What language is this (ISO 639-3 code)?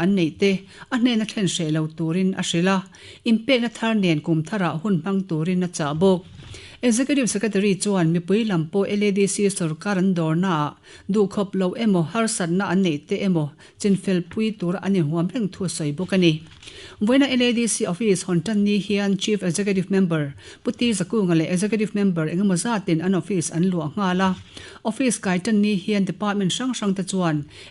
lus